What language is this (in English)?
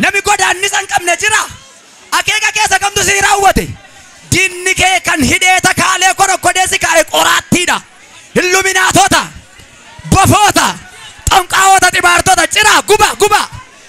Oromo